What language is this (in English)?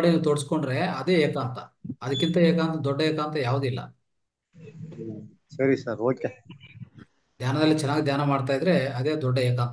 Kannada